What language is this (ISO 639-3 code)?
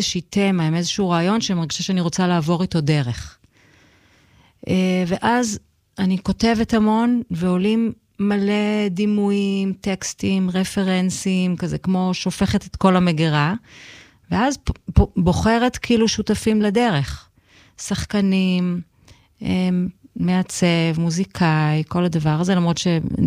heb